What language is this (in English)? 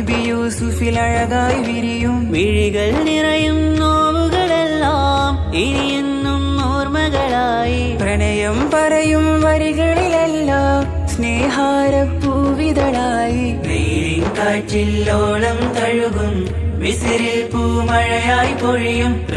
Malayalam